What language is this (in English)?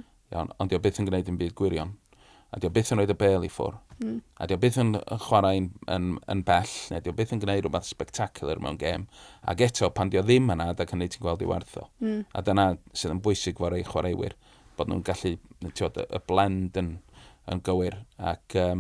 Welsh